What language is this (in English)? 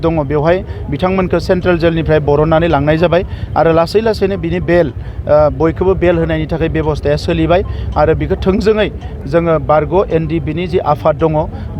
Bodo